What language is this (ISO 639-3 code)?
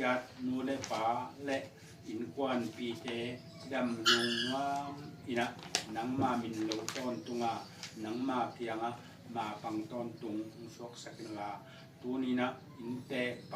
ctd